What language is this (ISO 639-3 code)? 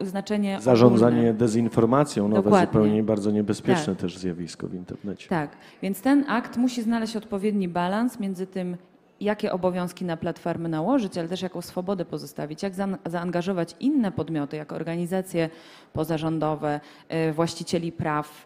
pol